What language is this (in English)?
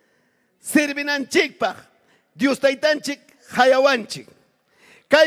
Ayacucho Quechua